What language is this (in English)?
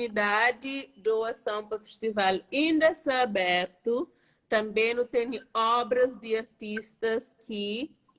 Kabuverdianu